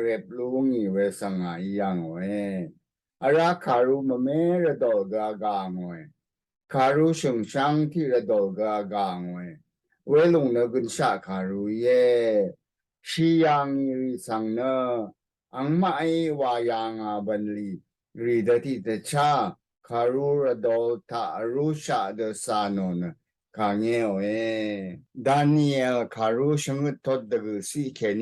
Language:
Rawang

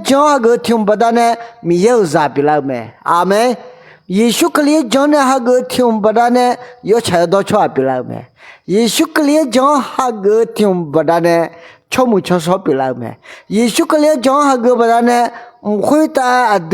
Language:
Akha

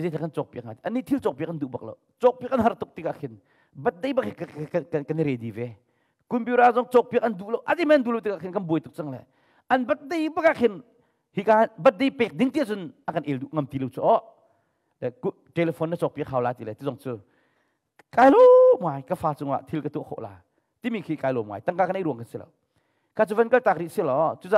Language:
Hakha Chin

